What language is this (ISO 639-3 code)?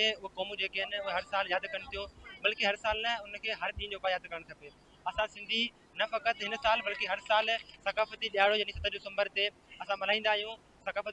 snd